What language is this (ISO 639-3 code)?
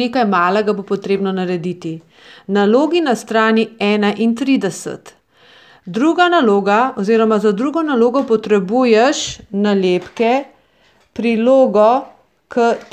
slv